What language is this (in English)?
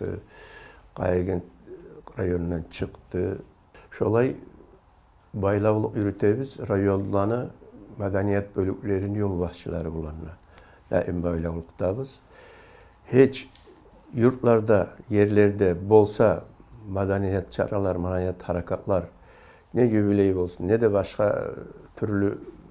Kumyk